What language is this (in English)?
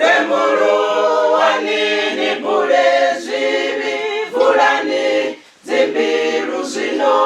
Venda